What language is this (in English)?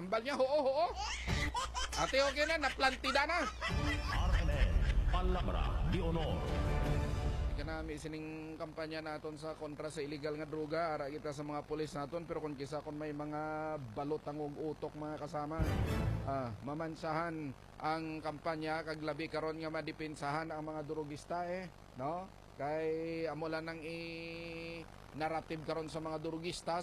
Hiligaynon